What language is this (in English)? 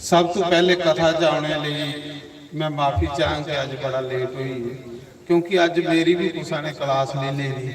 Dogri